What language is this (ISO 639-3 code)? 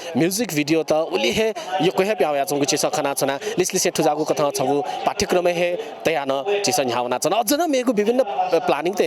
new